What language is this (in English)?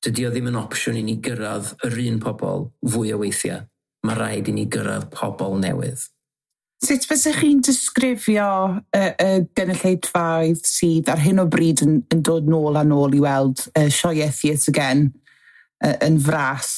Welsh